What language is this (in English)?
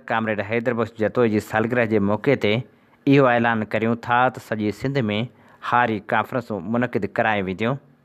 Sindhi